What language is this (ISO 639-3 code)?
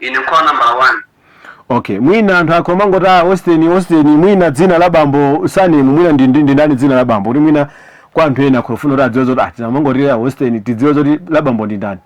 nya